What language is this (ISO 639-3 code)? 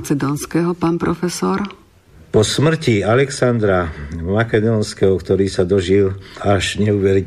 slk